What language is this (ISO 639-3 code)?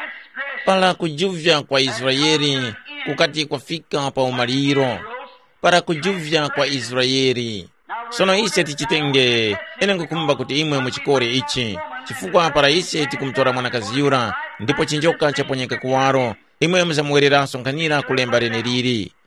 tum